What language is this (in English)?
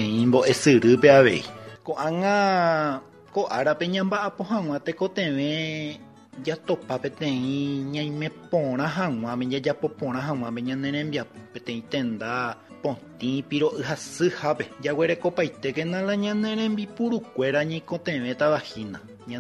Guarani